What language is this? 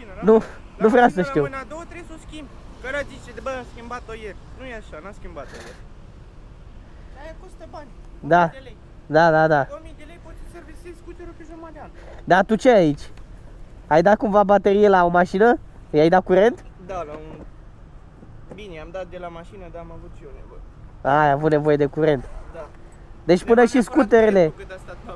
Romanian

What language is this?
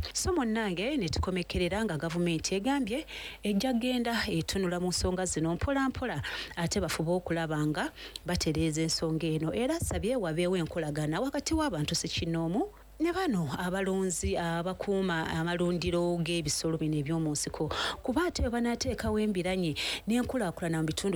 Ganda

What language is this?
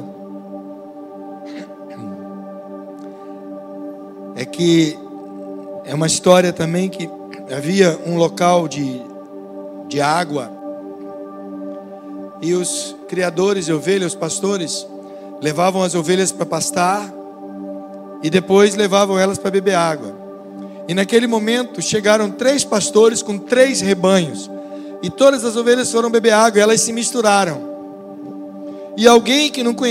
Portuguese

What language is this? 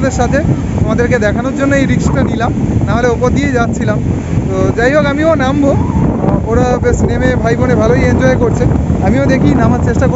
Bangla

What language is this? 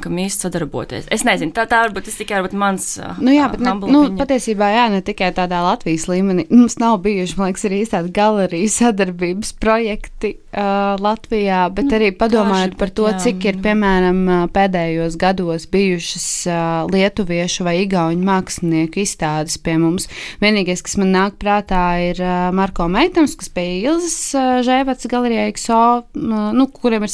Latvian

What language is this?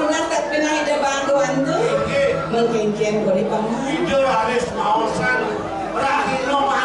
Balinese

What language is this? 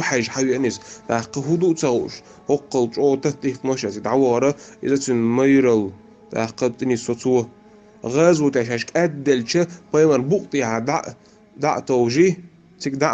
Chechen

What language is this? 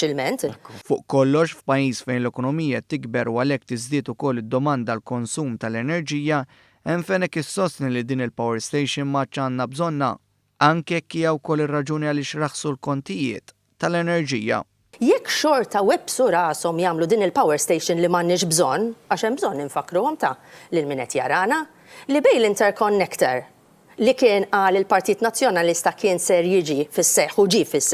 Maltese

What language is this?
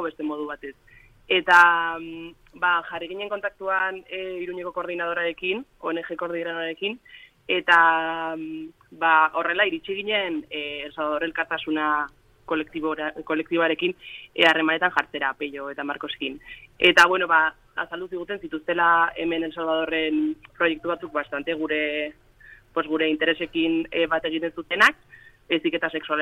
Basque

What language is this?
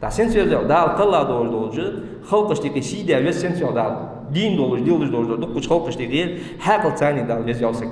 Ingush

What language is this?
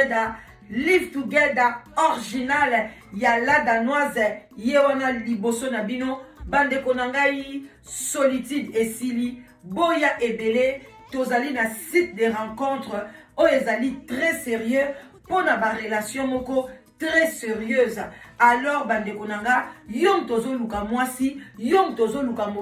Lingala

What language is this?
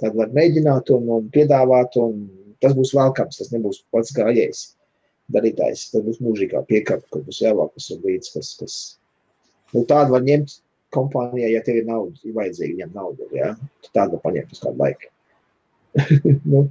Latvian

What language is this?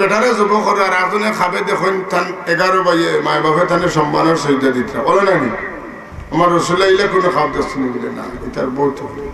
Sylheti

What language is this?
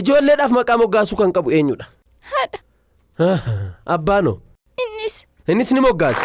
Oromo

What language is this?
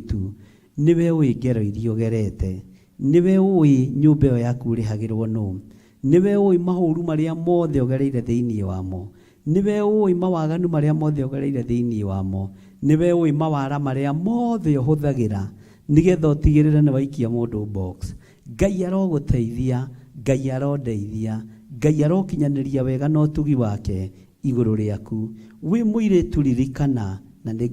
Kikuyu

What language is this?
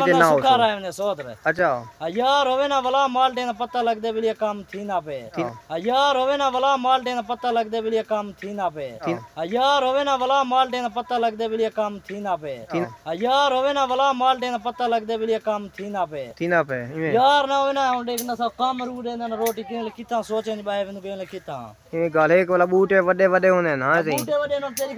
Saraiki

